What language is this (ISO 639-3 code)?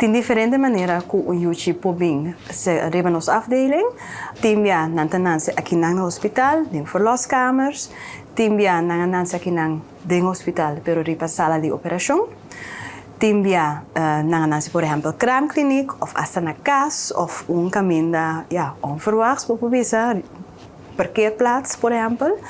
pap